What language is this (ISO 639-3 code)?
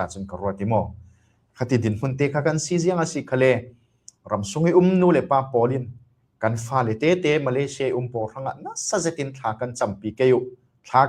cfm